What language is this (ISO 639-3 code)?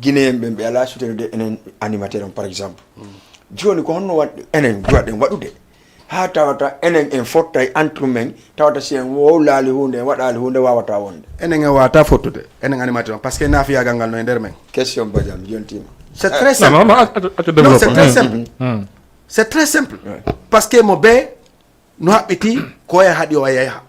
ful